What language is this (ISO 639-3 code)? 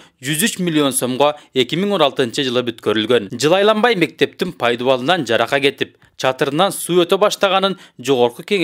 kir